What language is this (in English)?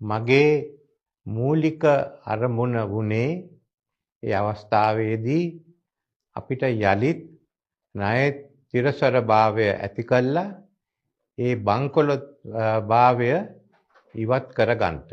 Sinhala